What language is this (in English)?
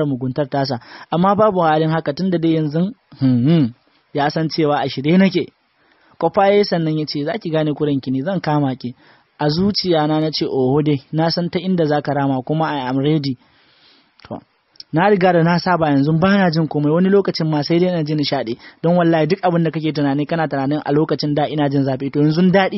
Hausa